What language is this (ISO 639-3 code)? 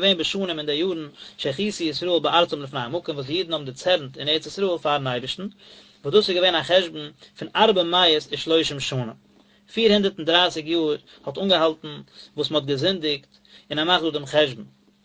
yid